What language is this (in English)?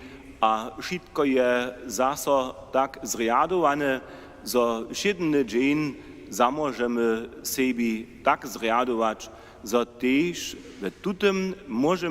Upper Sorbian